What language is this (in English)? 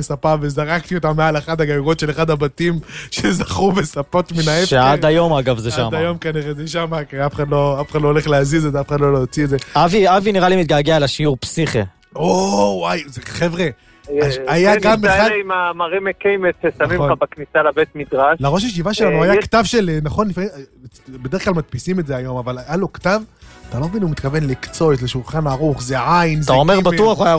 Hebrew